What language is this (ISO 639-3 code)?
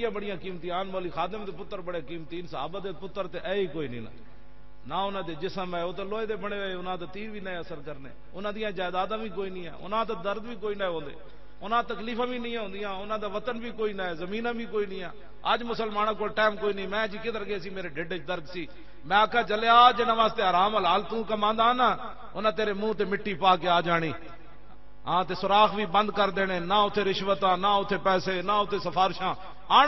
lah